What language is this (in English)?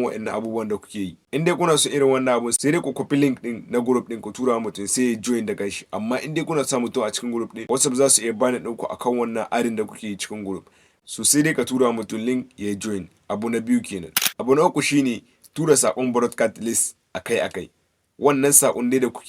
Hausa